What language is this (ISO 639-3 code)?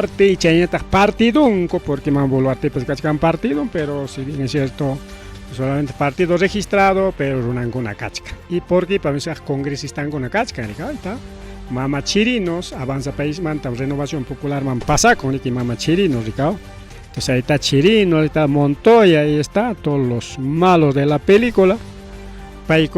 quy